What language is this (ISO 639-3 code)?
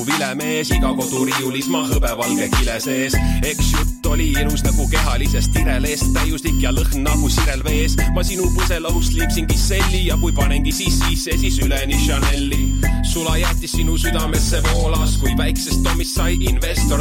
est